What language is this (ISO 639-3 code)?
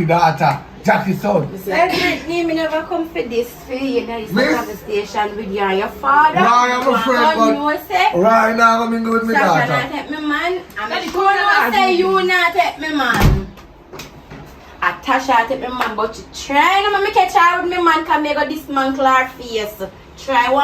jam